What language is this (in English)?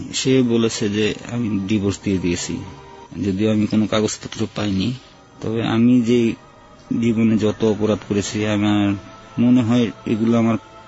Bangla